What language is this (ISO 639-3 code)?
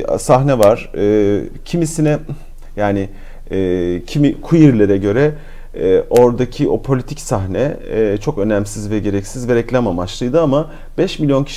tur